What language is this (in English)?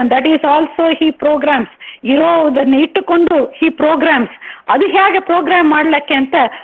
Kannada